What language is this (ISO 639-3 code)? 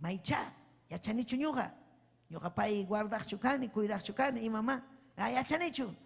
quy